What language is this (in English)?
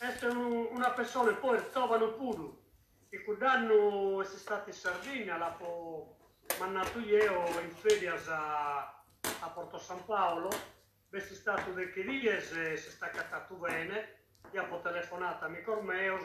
Sardinian